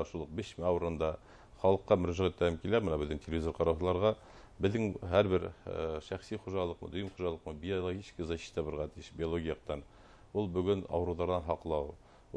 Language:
Bashkir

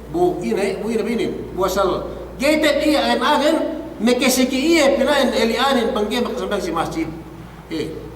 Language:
Yakan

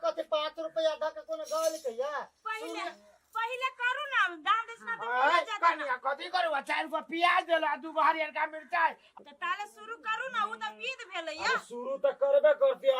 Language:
Maithili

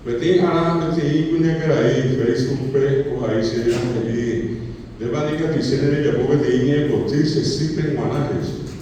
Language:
Guarani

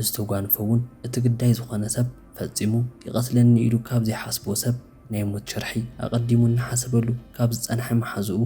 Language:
Tigrinya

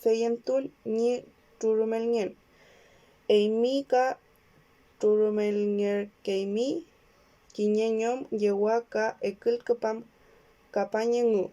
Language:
Mapuche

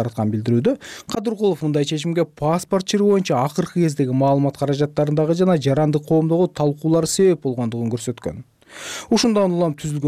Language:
Kyrgyz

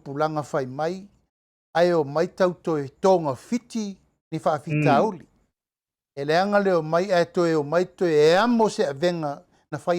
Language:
Samoan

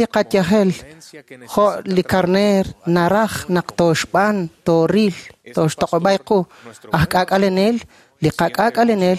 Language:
Kekchí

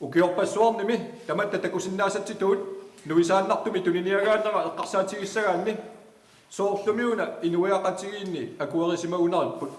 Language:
Kalaallisut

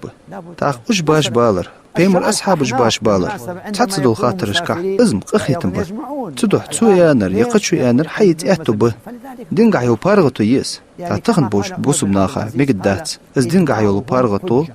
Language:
Ingush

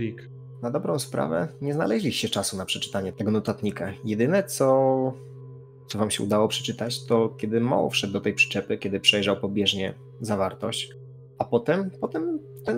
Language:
Polish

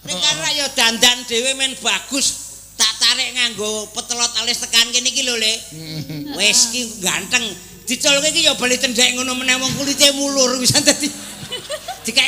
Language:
Javanese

